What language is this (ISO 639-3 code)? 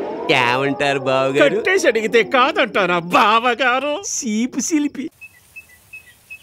tel